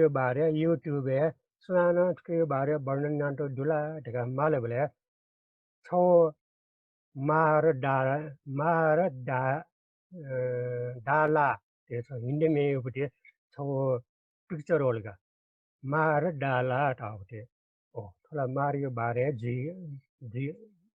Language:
Newari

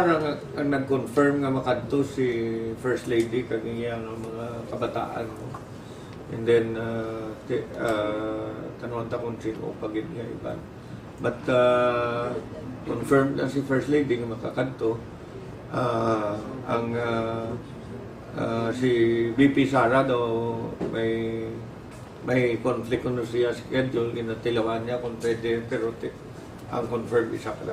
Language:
Hiligaynon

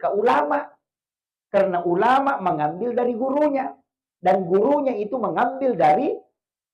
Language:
Buginese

